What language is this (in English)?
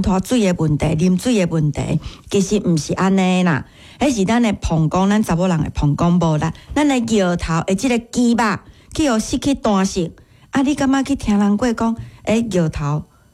Min Nan Chinese